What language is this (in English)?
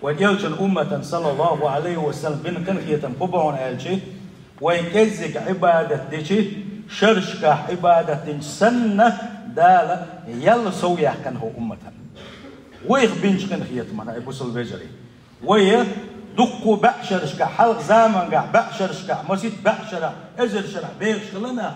Chechen